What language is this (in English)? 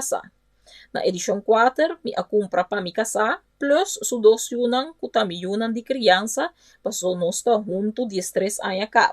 Papiamento